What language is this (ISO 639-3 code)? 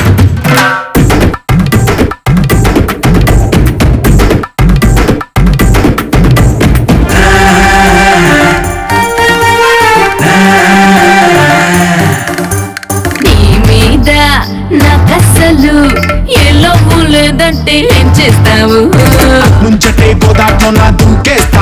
tel